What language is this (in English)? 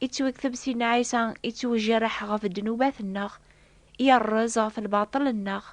Kabyle